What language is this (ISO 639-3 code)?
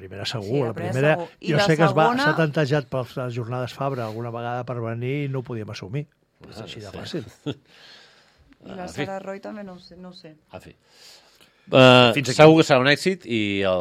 cat